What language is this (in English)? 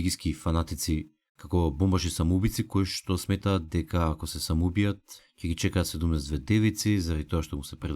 Macedonian